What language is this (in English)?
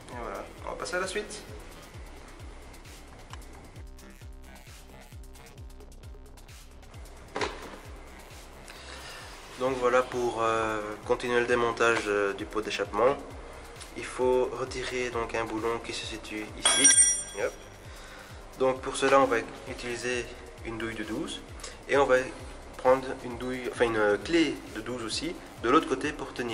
French